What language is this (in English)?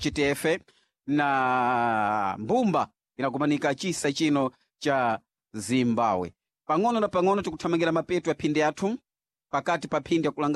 Sena